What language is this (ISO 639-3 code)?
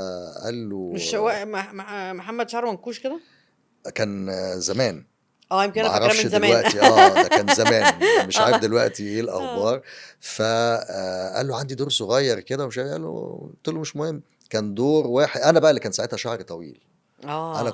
arz